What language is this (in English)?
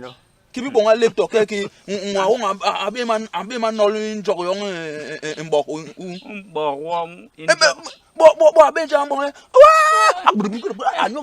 Basaa